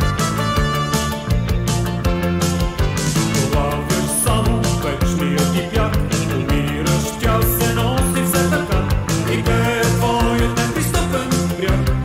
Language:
Bulgarian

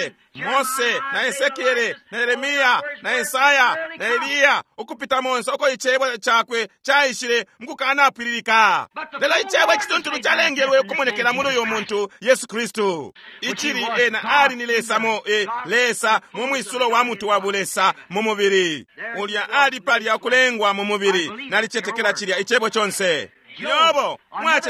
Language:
Bemba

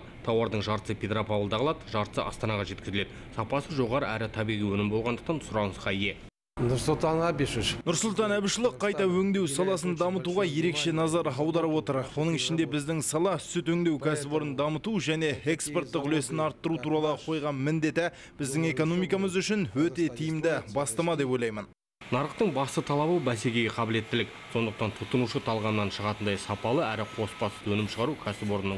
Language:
Kazakh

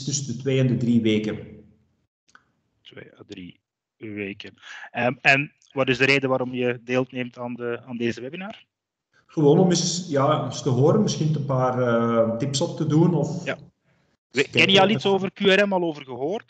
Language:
Dutch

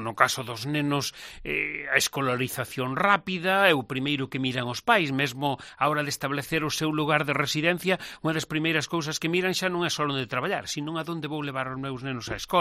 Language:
Galician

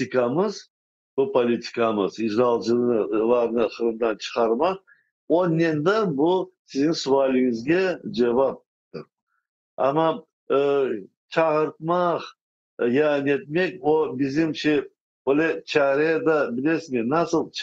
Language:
Crimean Tatar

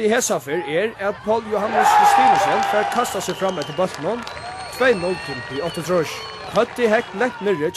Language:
Faroese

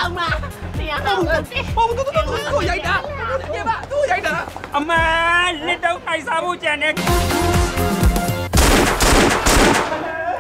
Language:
Burmese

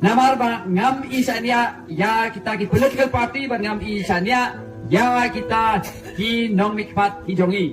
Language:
Khasi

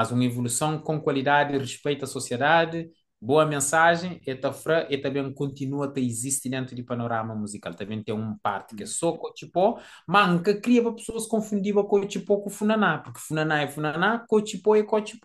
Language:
Kabuverdianu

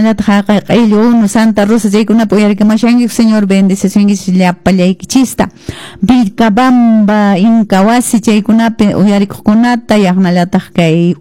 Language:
Quechua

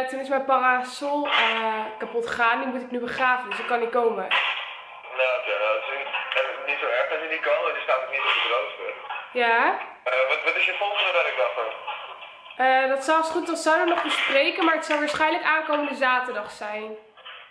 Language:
Dutch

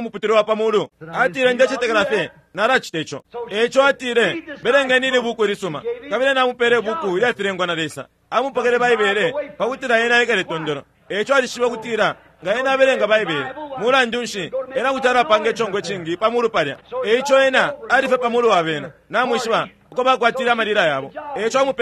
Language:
Bemba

